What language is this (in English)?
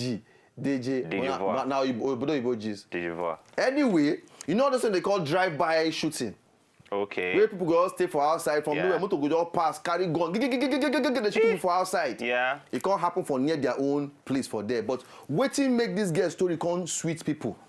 Nigerian Pidgin